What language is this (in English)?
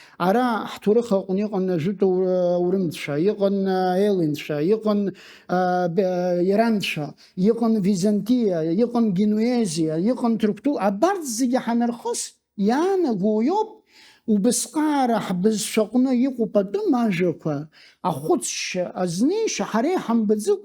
Abkhazian